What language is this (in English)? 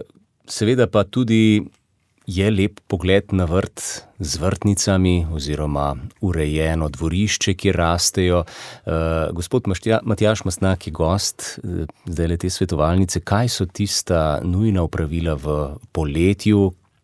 Slovenian